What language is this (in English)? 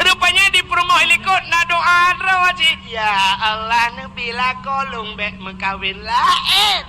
Achinese